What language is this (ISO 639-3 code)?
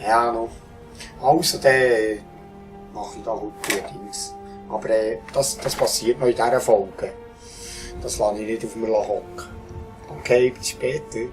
gsw